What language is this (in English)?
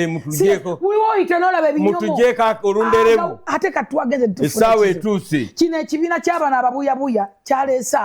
Ganda